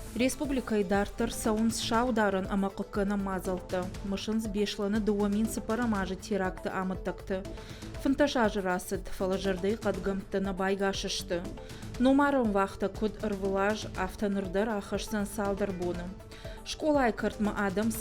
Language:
Ossetic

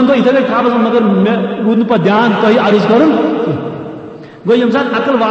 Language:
Kashmiri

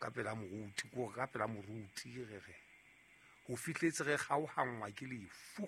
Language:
Southern Sotho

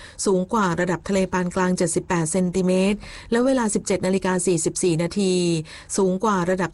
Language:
Thai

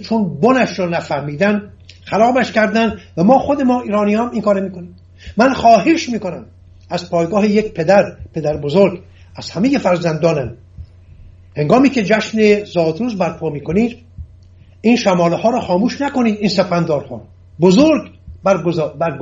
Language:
Persian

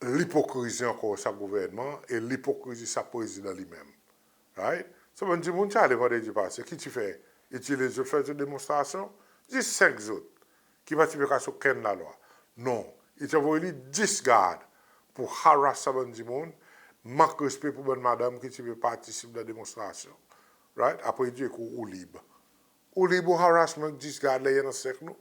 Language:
Seselwa Creole French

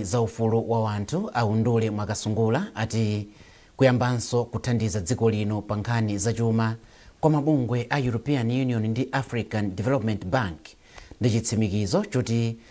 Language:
Nyanja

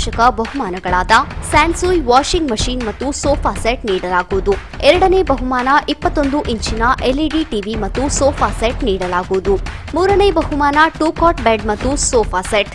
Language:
Kannada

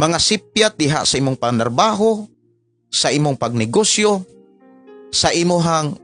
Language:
Cebuano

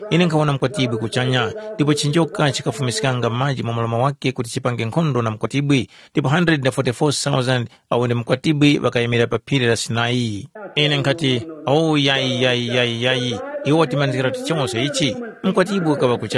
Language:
Tumbuka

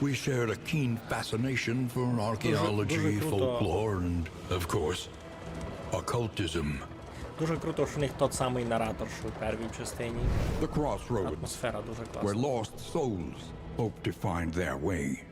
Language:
Rusyn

